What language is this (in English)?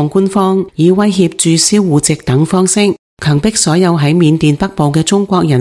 Cantonese